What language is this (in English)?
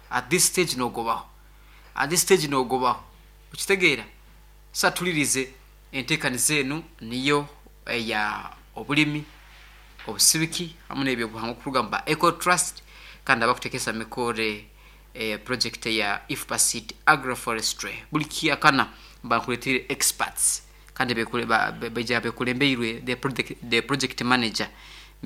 Nyankole